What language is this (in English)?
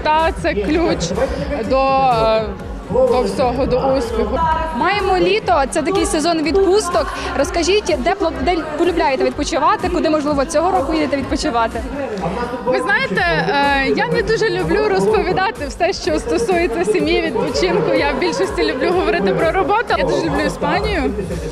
Ukrainian